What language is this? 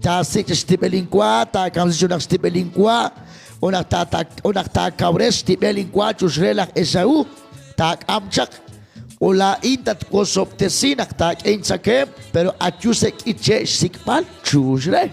Kekchí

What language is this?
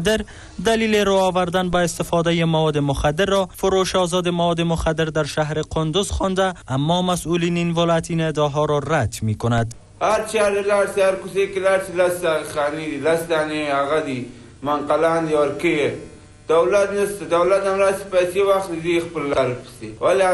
Persian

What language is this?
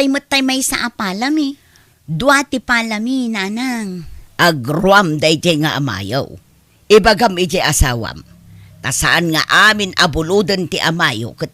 Iloko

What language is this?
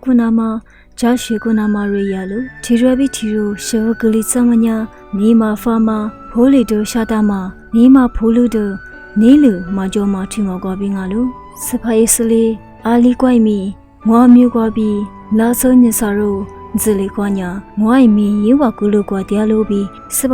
Lisu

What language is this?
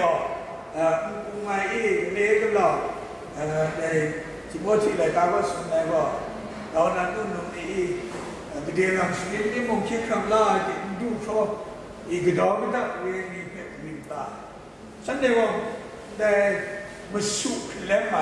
Kachin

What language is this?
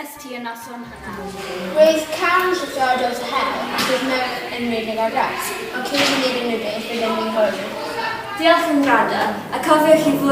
Welsh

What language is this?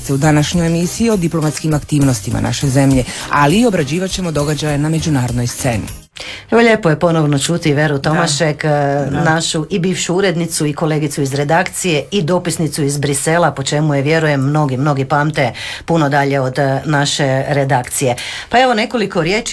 Croatian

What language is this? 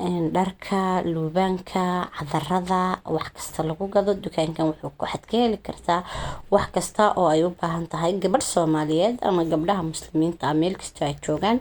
Somali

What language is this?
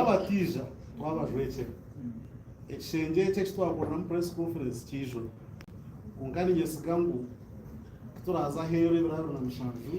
Nyankole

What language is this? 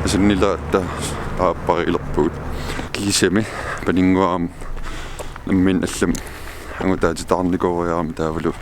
Kalaallisut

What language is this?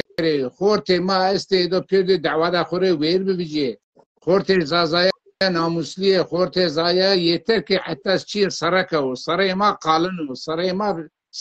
Zaza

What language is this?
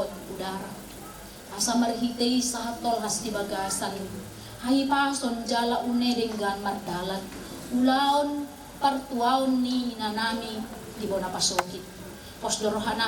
Batak Toba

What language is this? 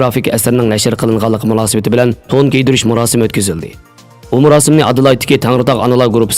Uyghur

